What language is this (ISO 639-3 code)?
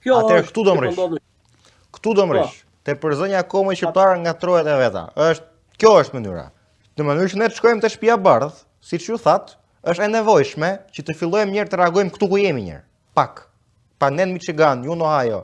sqi